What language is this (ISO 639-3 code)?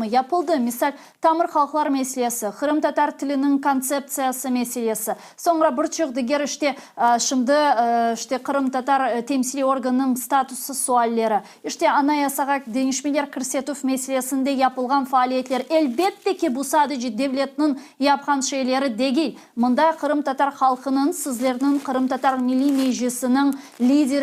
crh